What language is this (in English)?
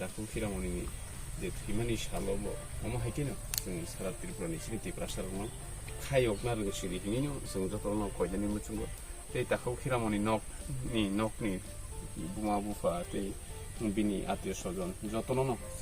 Kok Borok